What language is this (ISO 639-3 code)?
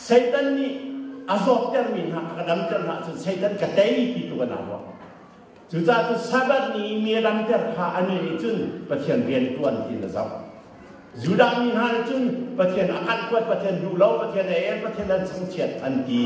cnh